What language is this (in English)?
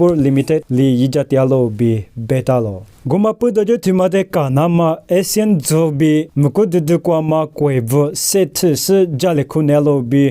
Lisu